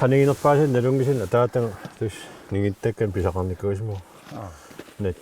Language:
Kalaallisut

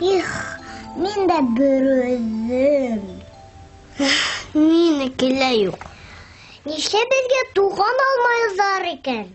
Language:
Bashkir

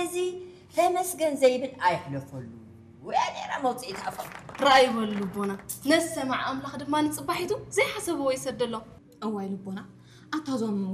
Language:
Tigrinya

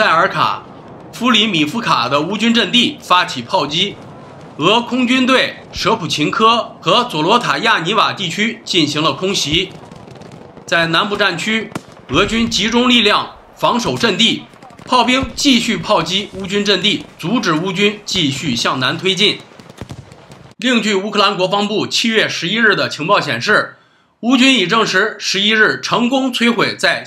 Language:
Chinese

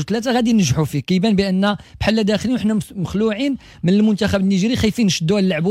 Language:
Moroccan Arabic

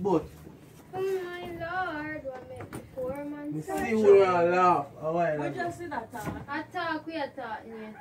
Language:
Jamaican Creole English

